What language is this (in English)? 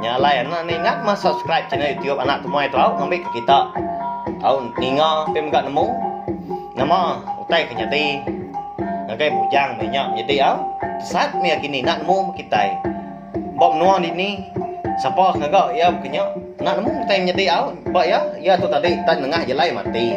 Iban